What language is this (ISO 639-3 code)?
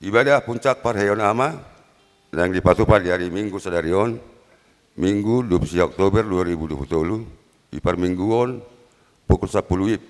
bbc